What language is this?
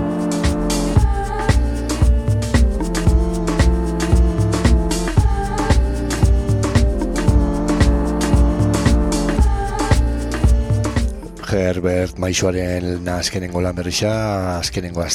Basque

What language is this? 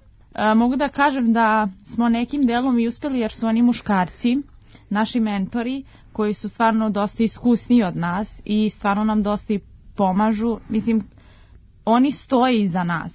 Serbian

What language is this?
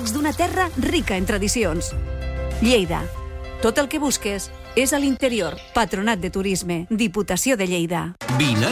Catalan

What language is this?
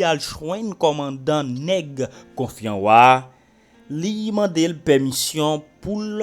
Haitian Creole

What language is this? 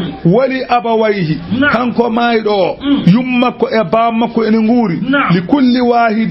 Fula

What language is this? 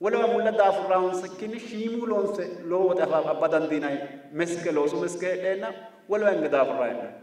Sidamo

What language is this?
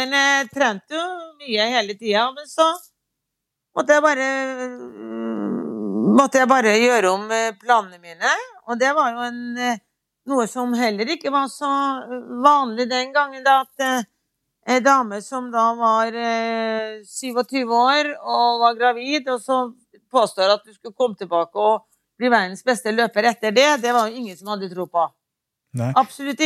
Norwegian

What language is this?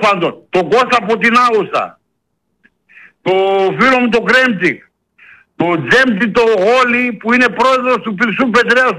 Greek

